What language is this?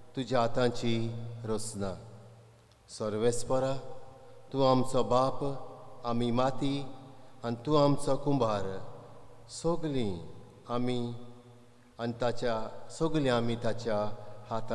Konkani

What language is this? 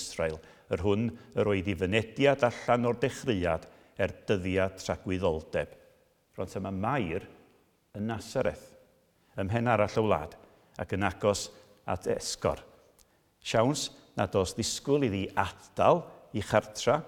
Welsh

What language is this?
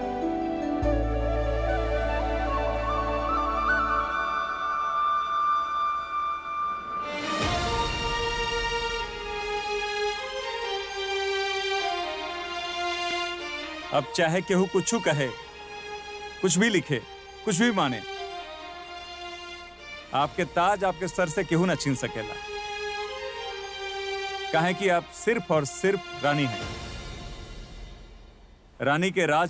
Bhojpuri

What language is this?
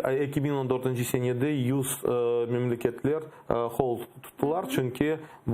Crimean Tatar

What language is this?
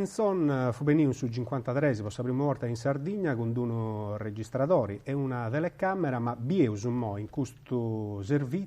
Sardinian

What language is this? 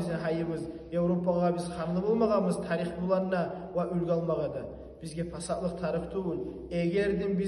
Kumyk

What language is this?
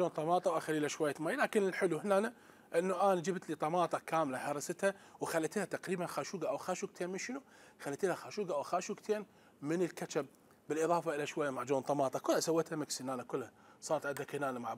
Mesopotamian Arabic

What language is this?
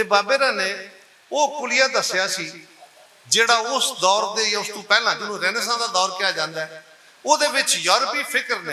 Western Panjabi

